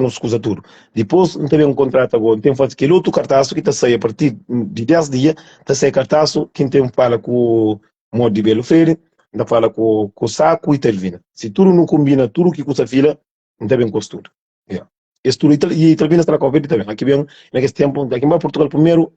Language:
Kabuverdianu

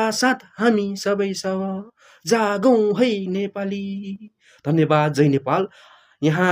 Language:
Nepali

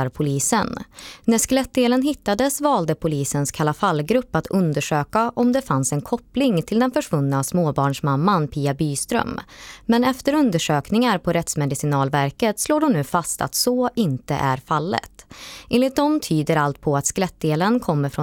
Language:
Swedish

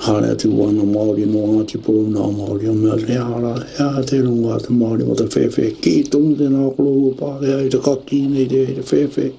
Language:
Māori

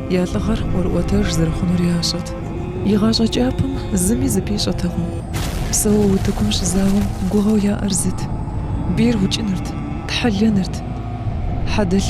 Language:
Kabardian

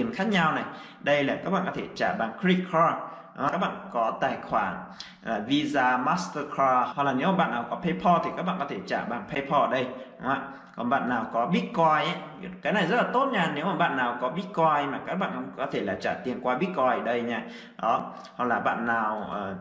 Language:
Vietnamese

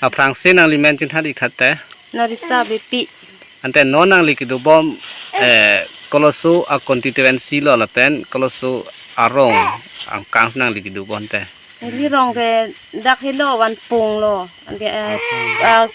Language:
Karbi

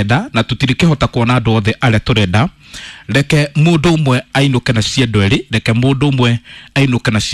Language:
Kikuyu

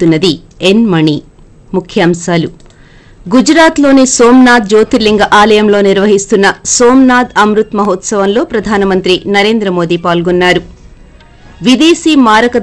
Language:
Telugu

